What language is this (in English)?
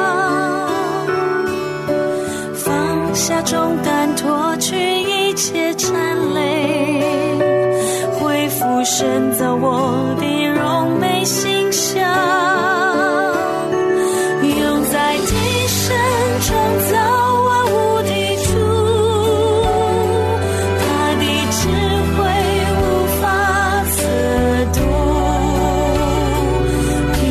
Chinese